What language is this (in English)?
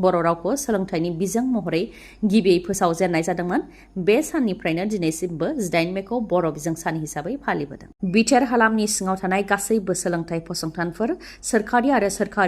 Bodo